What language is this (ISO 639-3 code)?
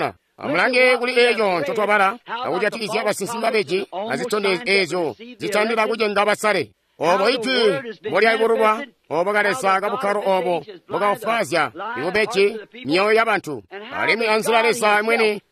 toi